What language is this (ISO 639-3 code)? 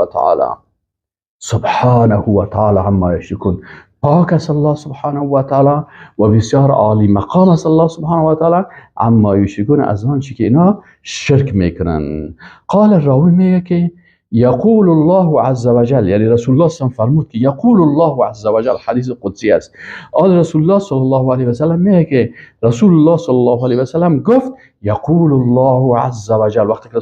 fas